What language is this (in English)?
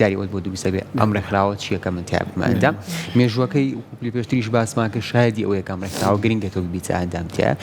Central Kurdish